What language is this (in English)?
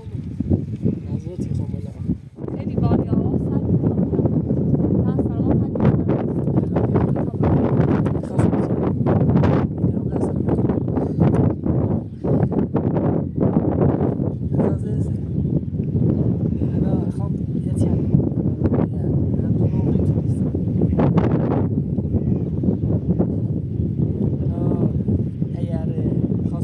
Persian